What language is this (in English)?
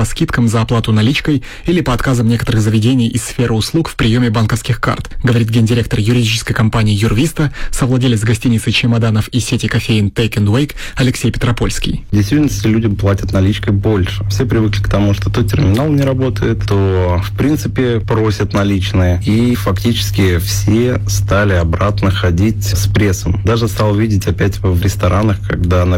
Russian